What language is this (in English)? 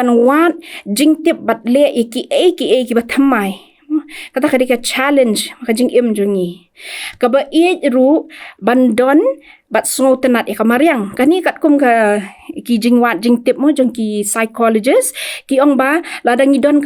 Khasi